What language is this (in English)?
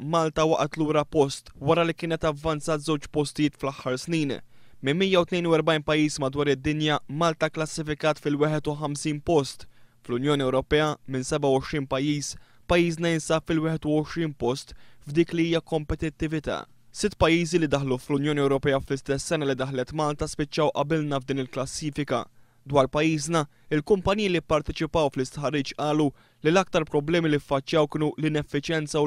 Maltese